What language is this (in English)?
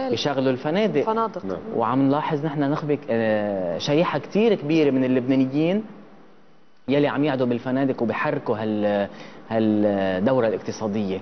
North Levantine Arabic